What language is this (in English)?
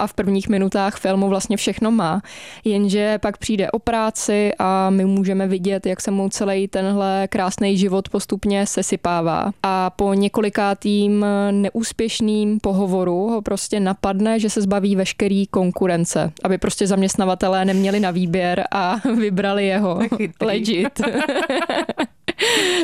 Czech